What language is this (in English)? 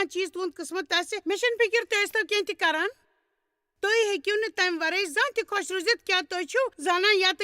Kashmiri